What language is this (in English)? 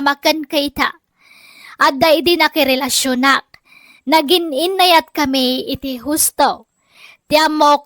Iloko